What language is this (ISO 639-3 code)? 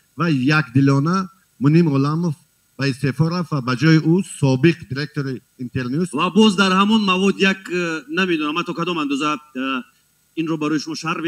tgk